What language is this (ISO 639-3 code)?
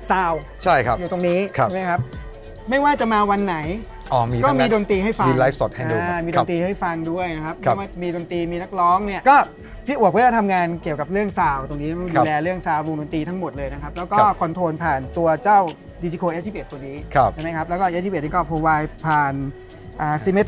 tha